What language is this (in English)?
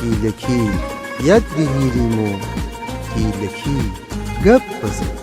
Gilaki